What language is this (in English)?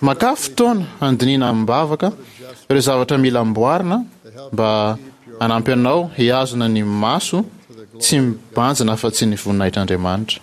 Malagasy